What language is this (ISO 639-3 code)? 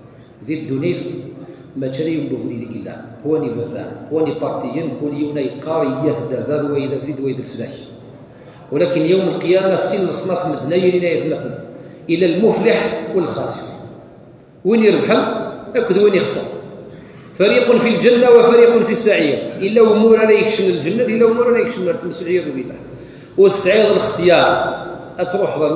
kab